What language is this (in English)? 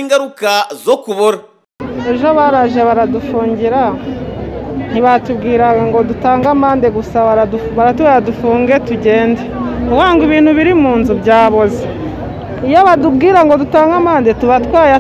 Kinyarwanda